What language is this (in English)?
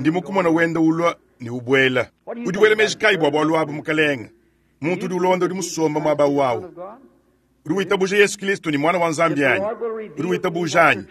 Luba-Lulua